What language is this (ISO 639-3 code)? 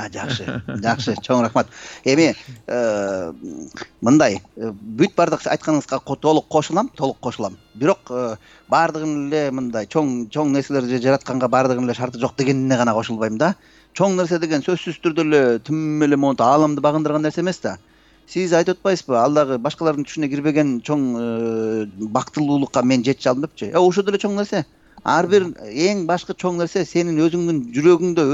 kir